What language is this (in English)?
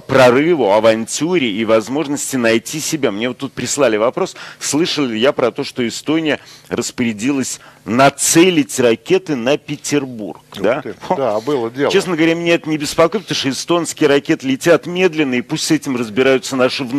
Russian